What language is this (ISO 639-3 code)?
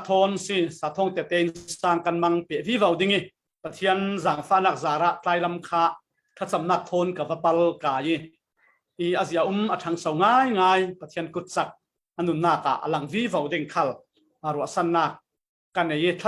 cfm